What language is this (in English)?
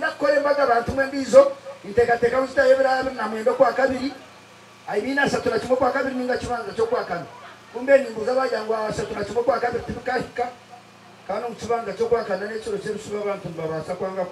Nyankole